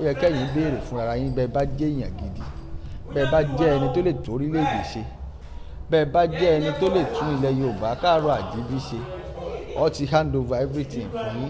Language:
Yoruba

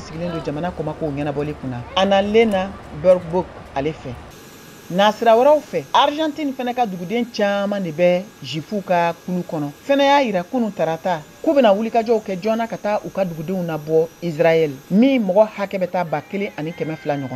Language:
Bambara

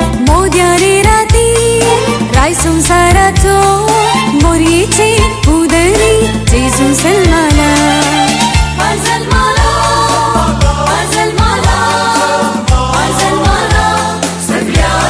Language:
Konkani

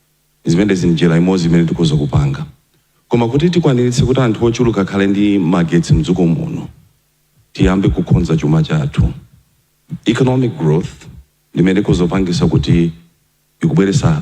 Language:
Nyanja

